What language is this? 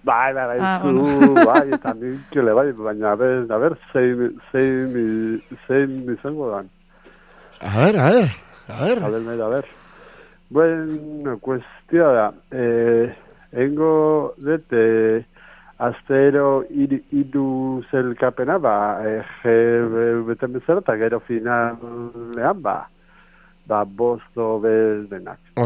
Basque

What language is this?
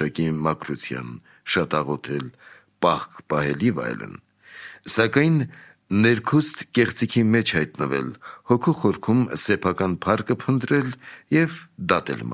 Armenian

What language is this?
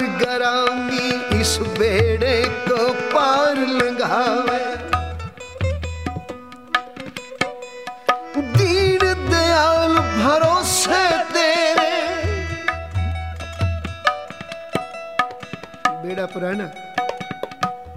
Hindi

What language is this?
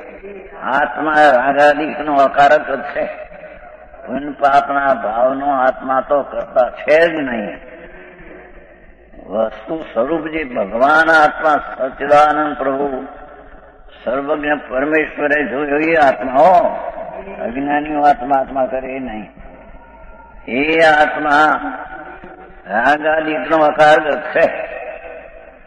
Gujarati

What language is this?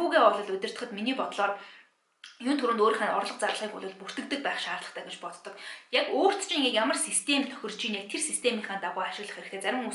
Mongolian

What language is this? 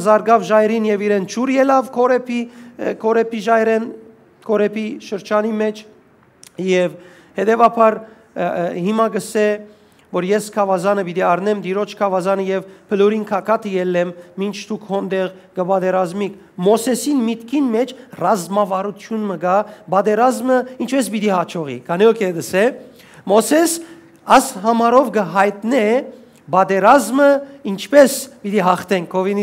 Western Armenian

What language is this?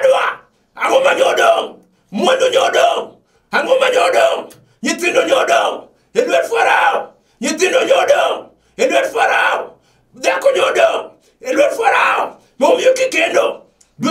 Luo (Kenya and Tanzania)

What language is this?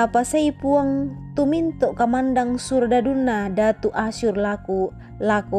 Toraja-Sa'dan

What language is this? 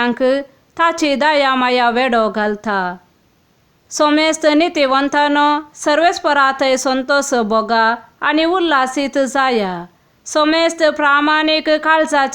Konkani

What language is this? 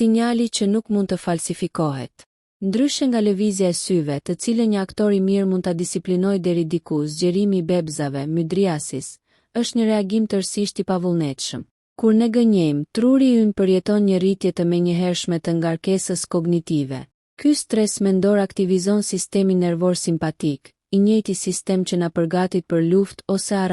Albanian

